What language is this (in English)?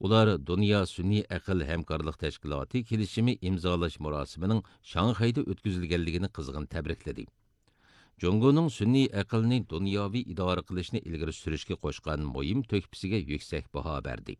Uyghur